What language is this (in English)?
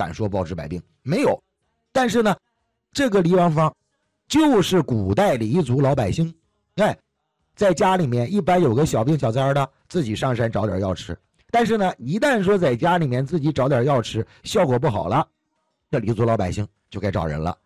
Chinese